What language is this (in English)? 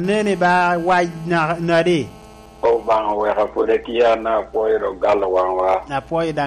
Lango (Uganda)